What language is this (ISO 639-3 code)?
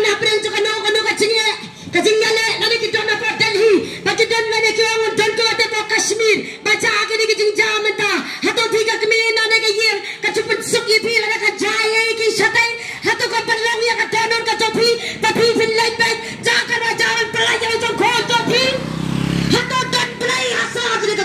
kha